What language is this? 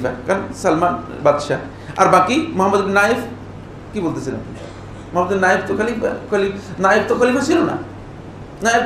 Bangla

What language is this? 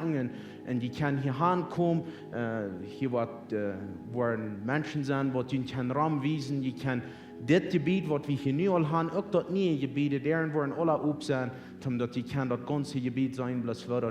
Plautdietsch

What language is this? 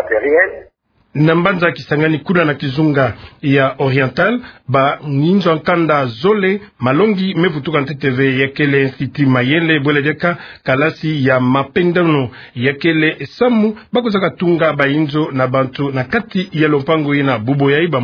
Kituba (Democratic Republic of Congo)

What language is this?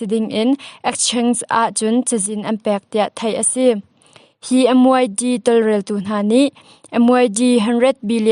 Hakha Chin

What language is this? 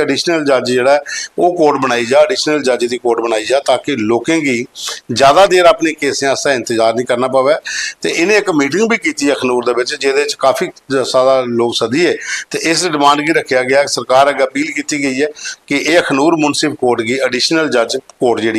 Dogri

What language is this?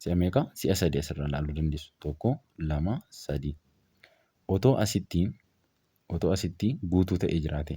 Oromo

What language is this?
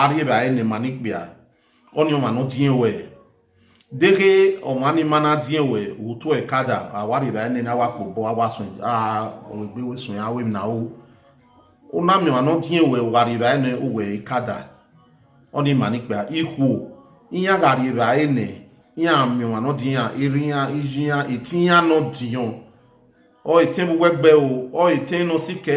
Bini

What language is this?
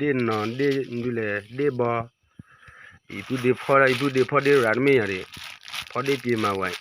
S'gaw Karen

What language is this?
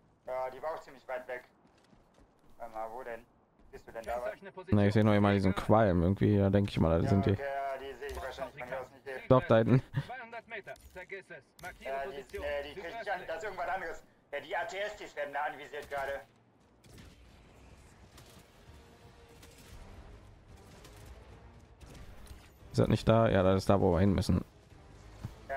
German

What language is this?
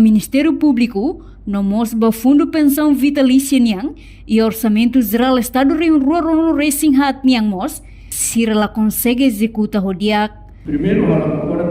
Tetum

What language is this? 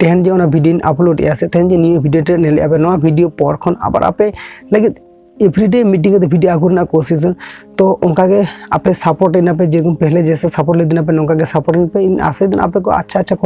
Santali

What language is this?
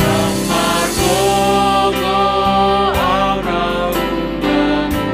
Batak Simalungun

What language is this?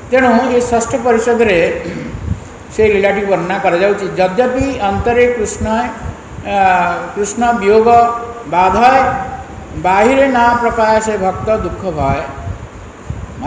Odia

